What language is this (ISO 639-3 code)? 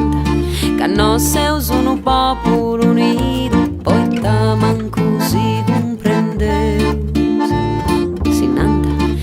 srd